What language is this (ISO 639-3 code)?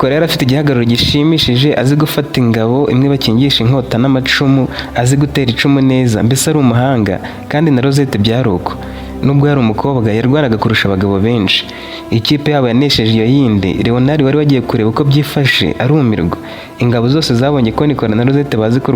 kin